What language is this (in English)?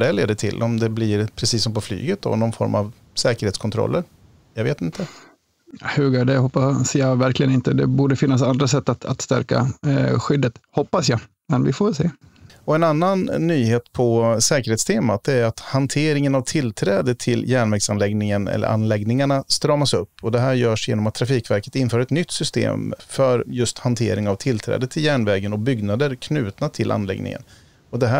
Swedish